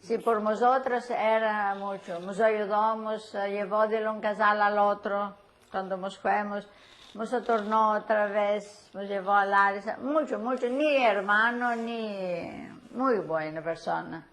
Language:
Ladino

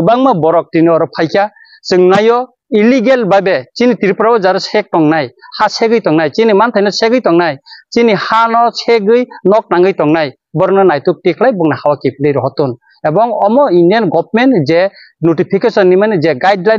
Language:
Riang (India)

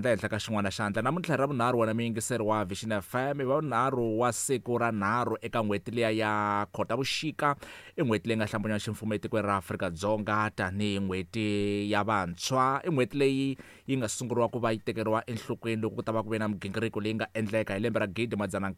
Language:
Tsonga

